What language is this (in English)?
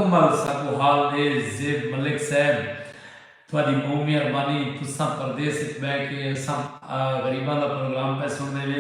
Saraiki